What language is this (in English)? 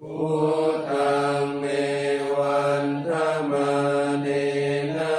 Pali